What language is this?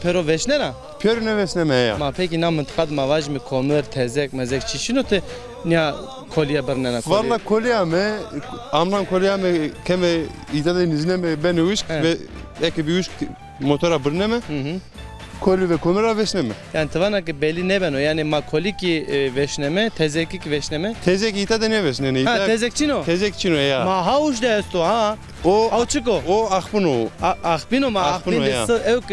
Zaza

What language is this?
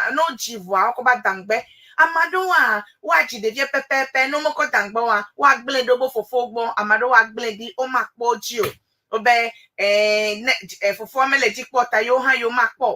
Ewe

